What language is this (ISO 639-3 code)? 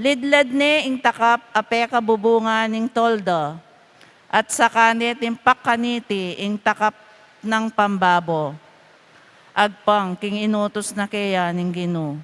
pam